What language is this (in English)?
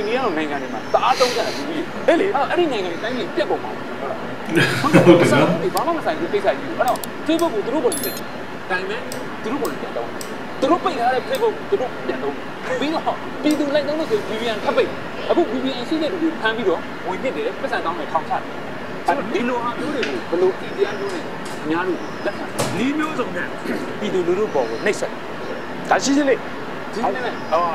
Burmese